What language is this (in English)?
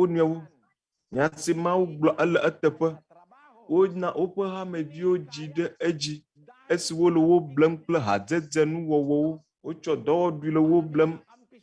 Ewe